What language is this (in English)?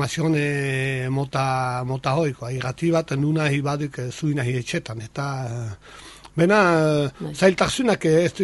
Basque